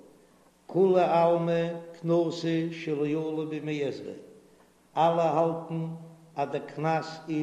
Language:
Yiddish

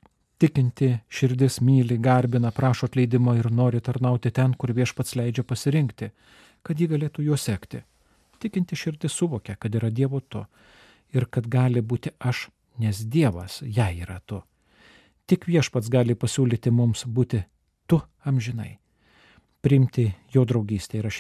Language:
Lithuanian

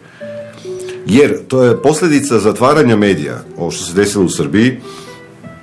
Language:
Serbian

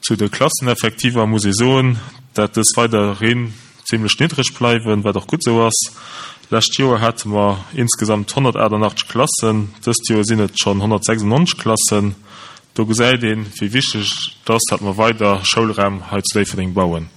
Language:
Luxembourgish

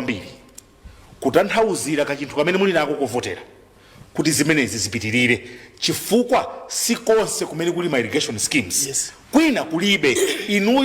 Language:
Nyanja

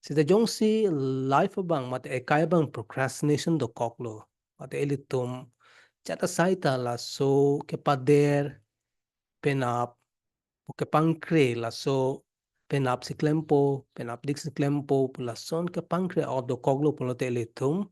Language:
Karbi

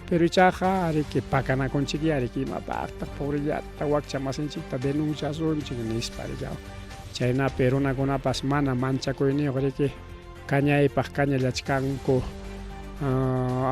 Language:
Ayacucho Quechua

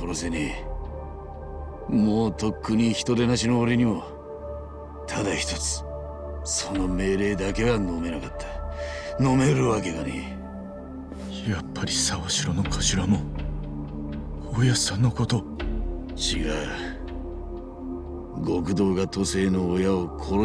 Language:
Japanese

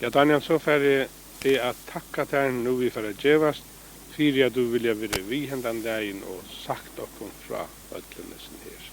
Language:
Faroese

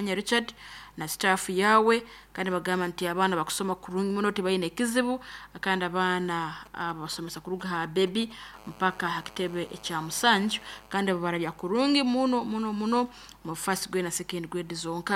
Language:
Nyoro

